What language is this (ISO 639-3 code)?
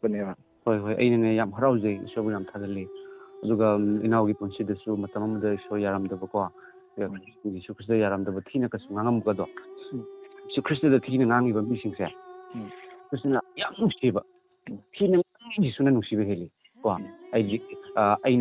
mni